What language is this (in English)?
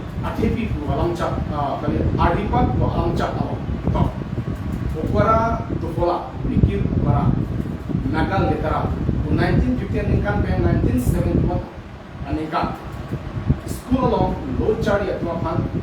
Karbi